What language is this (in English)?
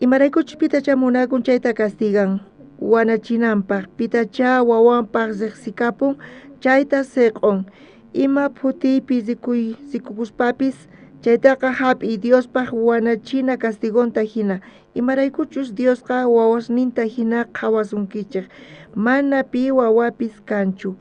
South Bolivian Quechua